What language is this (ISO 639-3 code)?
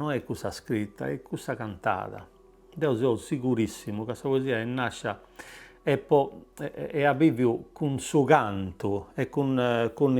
srd